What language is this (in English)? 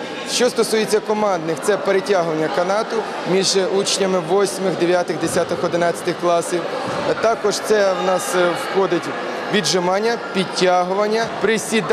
Ukrainian